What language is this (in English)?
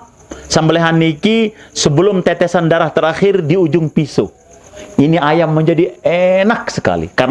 Sasak